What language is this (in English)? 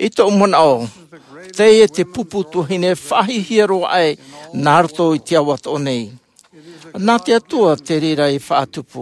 Tahitian